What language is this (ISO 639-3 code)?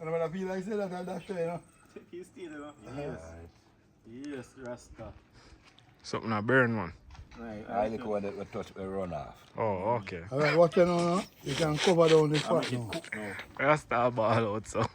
jam